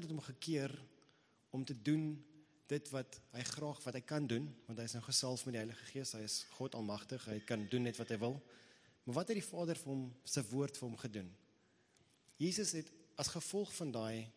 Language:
Afrikaans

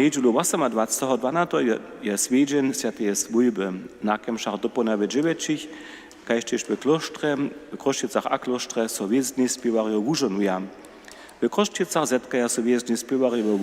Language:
Upper Sorbian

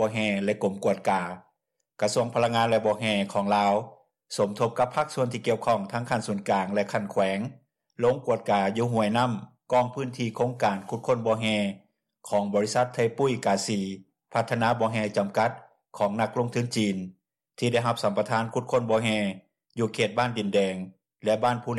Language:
Lao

